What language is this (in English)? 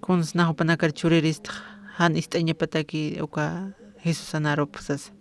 Aymara